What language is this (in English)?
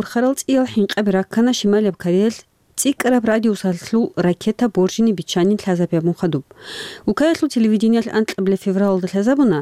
Avaric